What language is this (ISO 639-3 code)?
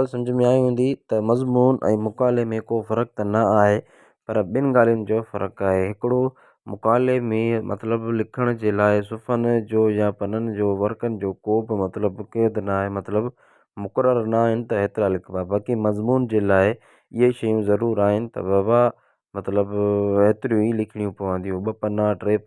snd